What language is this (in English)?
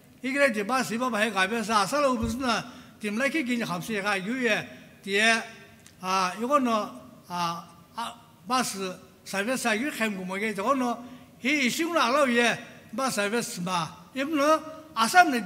Sumi Naga